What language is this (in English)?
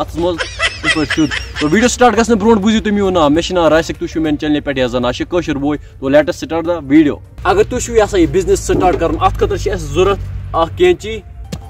Kashmiri